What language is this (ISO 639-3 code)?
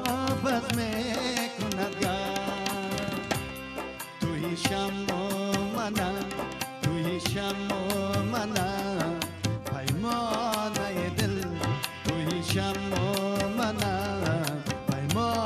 fas